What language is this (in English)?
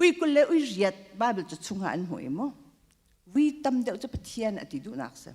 Hakha Chin